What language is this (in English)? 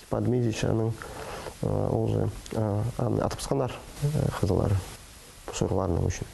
Khakas